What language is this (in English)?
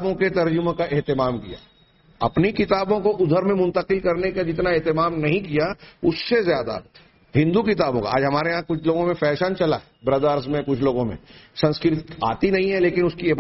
Urdu